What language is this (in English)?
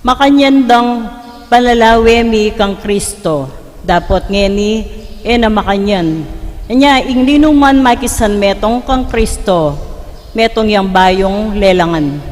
Pampanga